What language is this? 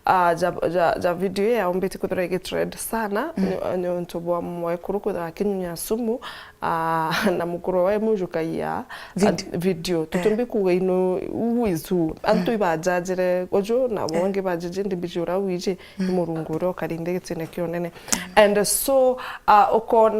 Meru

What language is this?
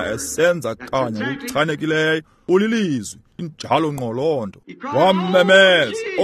Xhosa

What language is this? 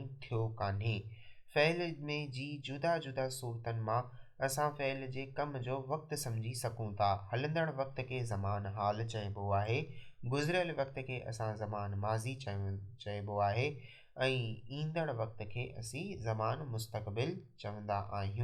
Sindhi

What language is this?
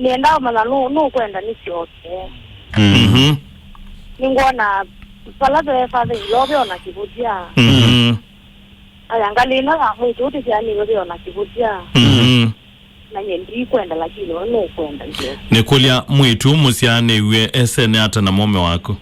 Kamba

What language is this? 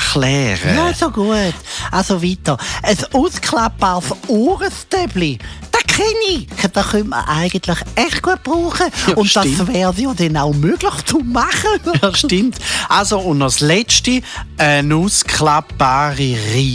Swiss German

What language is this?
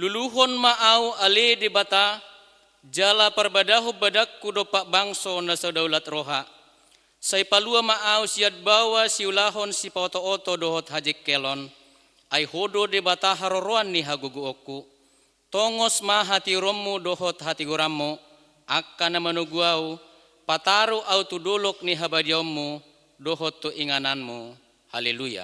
Batak Toba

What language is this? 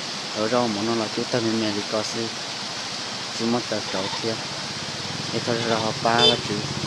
Hmong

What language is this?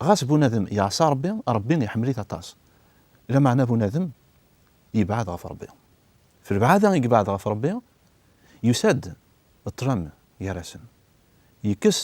Kabyle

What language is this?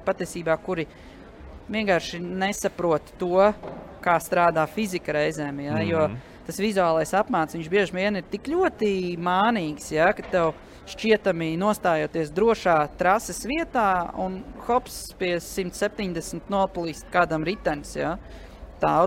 Latvian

